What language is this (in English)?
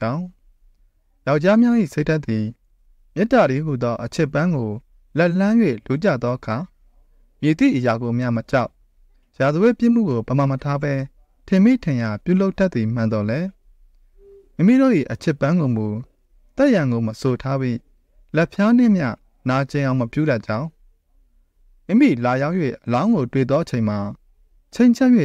Burmese